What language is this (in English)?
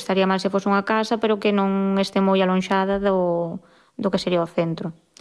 Galician